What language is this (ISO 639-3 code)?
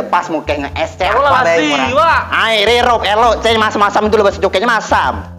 mui